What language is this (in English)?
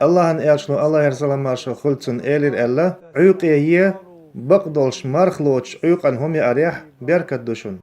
Chechen